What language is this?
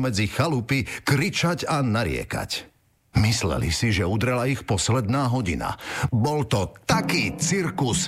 Slovak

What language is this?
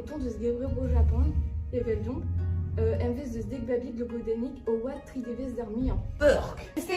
Breton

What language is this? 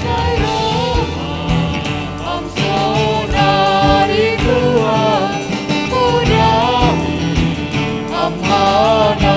Batak Simalungun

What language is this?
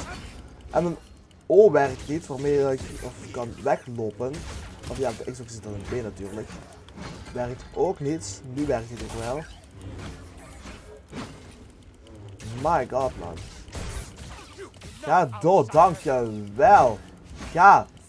Dutch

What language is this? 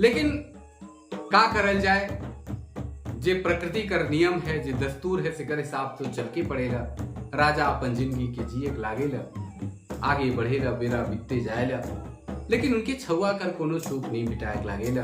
Sadri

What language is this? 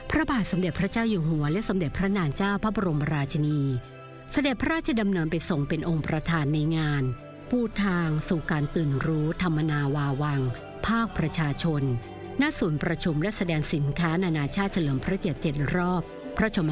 Thai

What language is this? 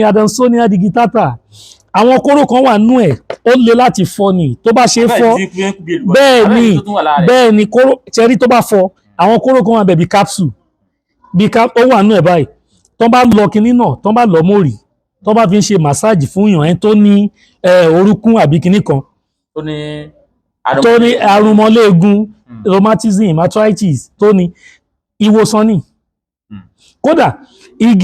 Yoruba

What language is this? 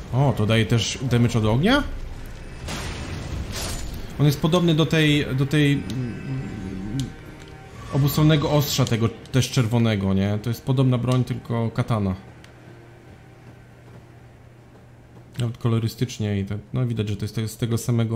Polish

